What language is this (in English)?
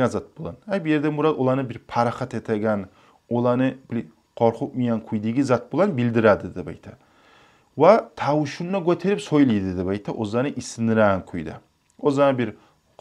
Kumyk